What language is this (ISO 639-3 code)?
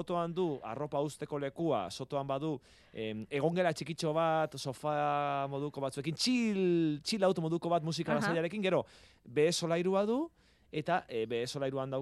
eus